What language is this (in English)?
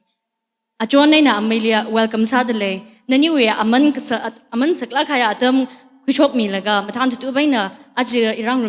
Tangkhul Naga (India)